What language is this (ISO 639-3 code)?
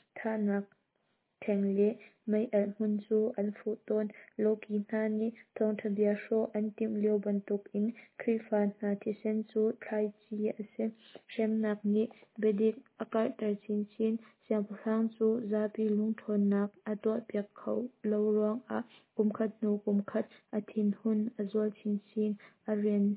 cnh